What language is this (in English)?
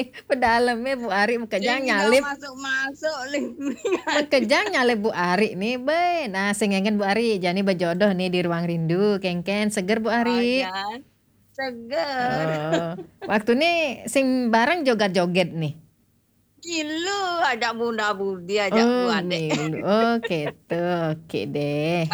Balinese